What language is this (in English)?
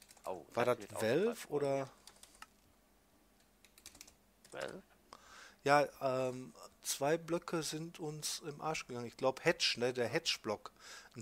German